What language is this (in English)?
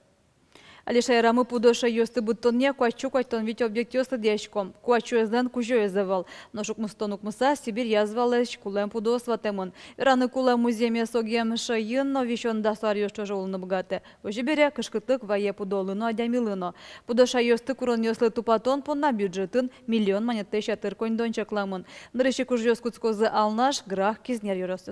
Udmurt